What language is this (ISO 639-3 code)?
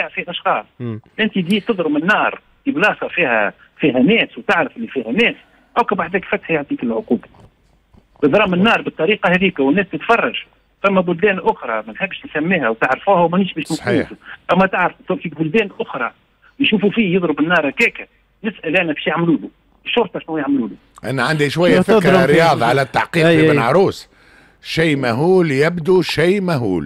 aeb